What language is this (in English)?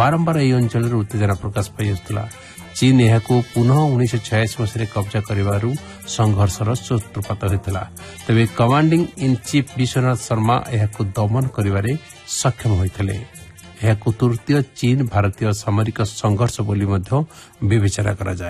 Odia